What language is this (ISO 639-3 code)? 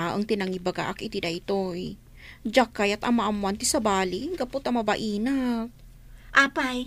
ilo